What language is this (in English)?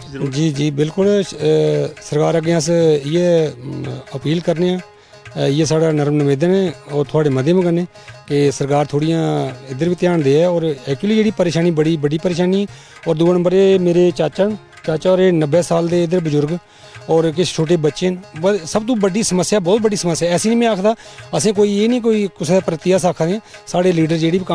Dogri